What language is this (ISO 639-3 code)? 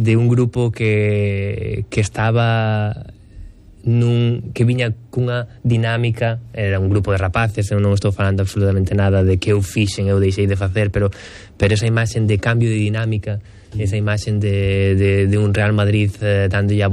glg